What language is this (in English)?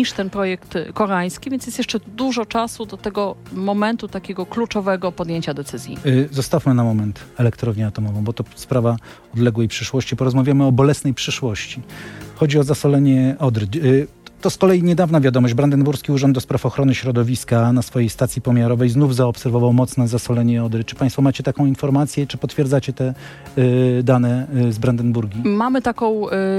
Polish